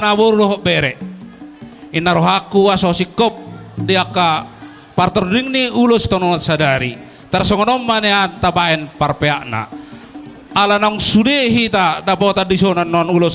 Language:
Batak Toba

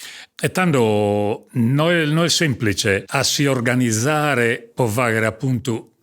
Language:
Sardinian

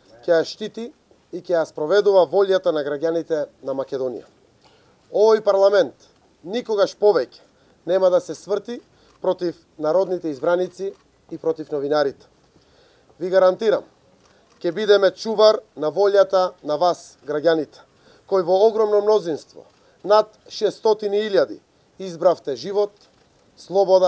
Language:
Macedonian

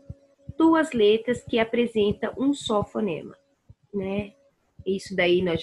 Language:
Portuguese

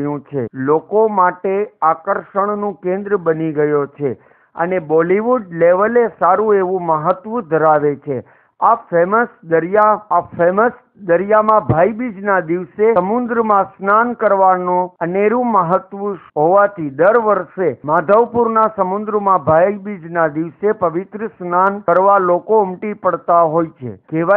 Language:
Gujarati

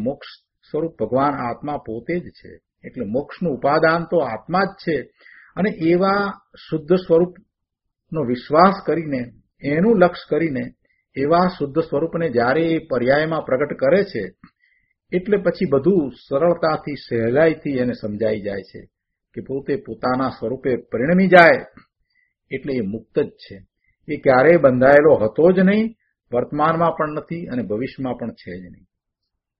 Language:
Gujarati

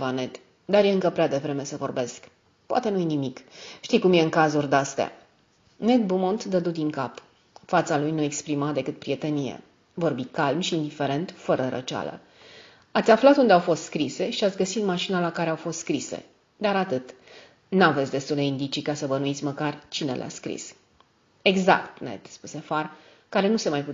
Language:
Romanian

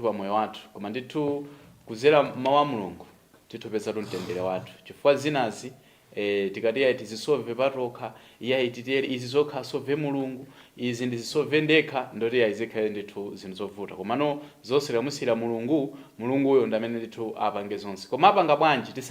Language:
Nyanja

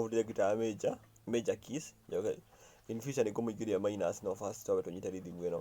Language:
Kikuyu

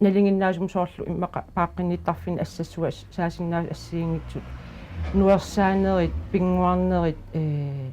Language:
Kalaallisut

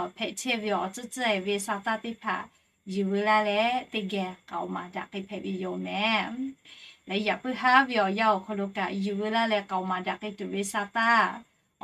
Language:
Lahu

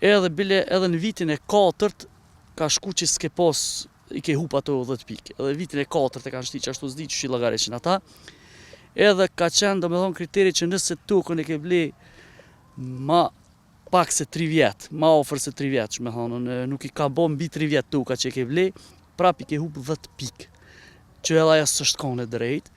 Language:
Albanian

